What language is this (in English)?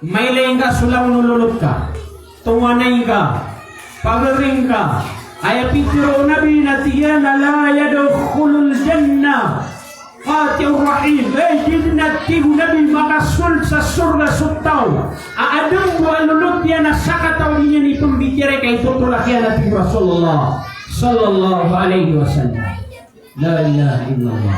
Maranao